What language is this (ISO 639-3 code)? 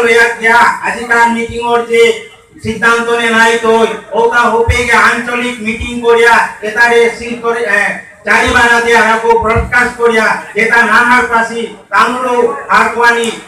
bpy